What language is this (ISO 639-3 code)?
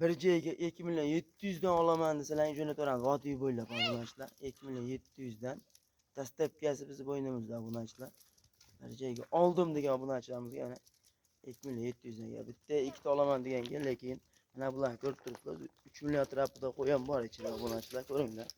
uzb